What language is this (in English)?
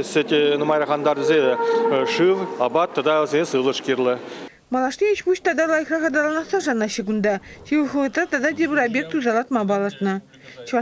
Chuvash